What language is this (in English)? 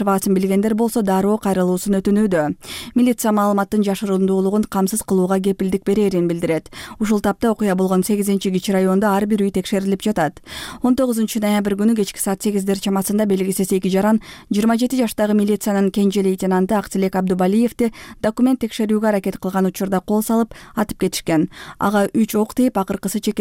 Kyrgyz